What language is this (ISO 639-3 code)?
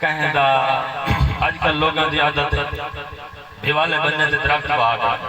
skr